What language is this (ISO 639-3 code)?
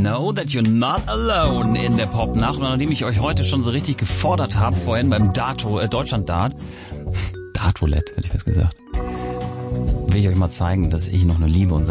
deu